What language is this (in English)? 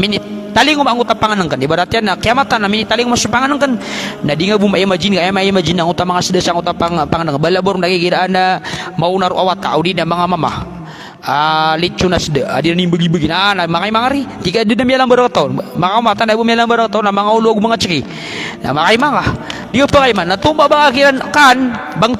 Maranao